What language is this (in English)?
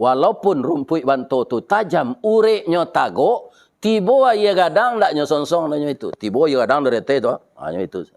Minangkabau